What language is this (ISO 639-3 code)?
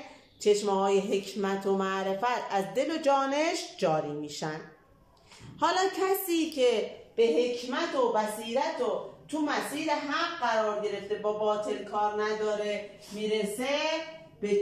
fas